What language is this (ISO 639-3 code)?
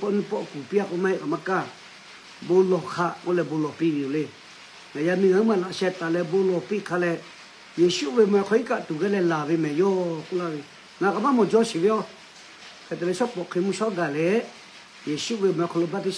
lhu